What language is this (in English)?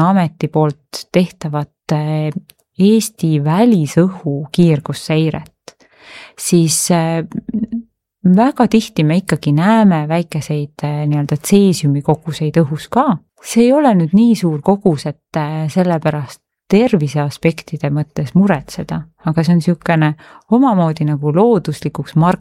Estonian